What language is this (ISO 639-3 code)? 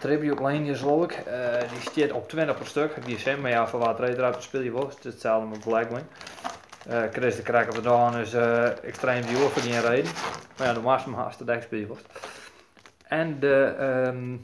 fry